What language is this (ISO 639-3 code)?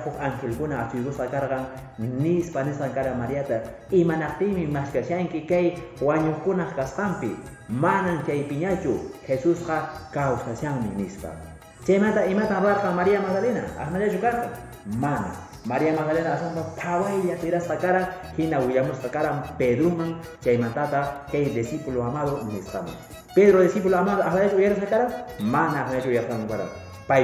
que